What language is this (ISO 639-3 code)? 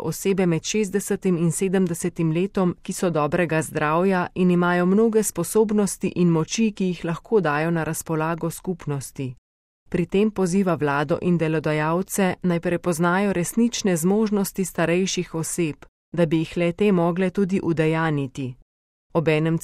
slv